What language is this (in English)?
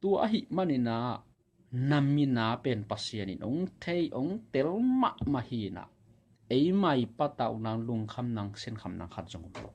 Tedim Chin